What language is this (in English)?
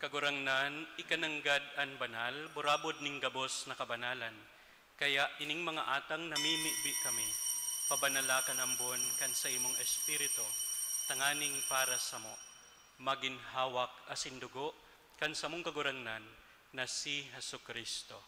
Bikol